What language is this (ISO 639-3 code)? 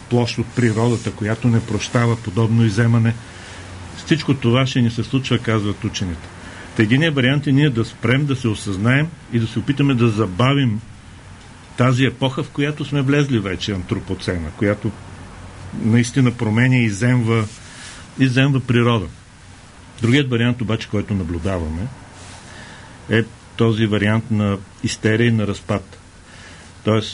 bul